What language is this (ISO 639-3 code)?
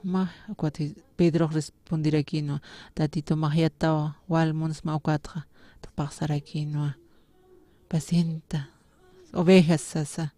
aym